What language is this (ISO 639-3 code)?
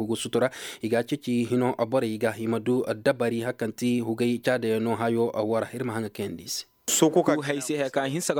ses